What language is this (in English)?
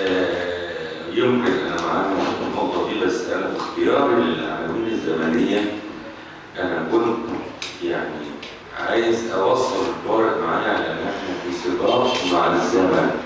Egyptian Arabic